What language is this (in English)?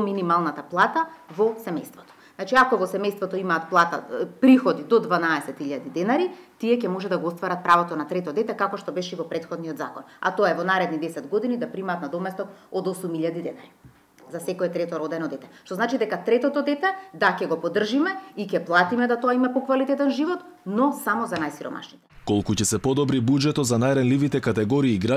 Macedonian